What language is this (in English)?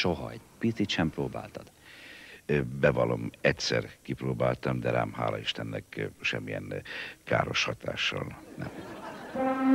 Hungarian